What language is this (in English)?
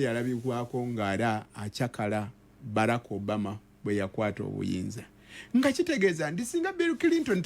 Ganda